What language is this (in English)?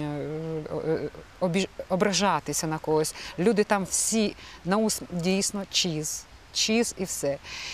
Ukrainian